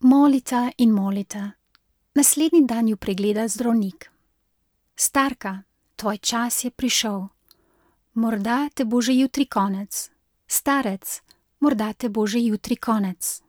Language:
Slovenian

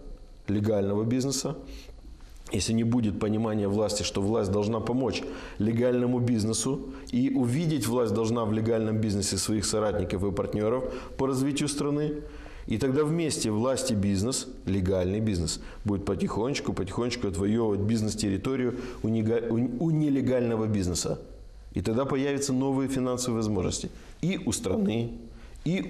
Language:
Russian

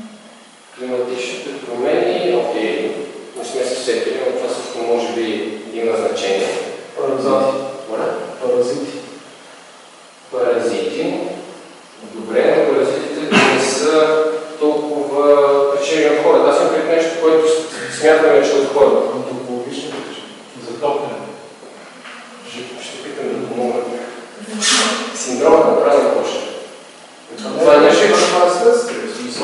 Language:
Bulgarian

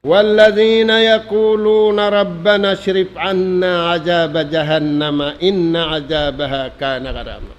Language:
Tausug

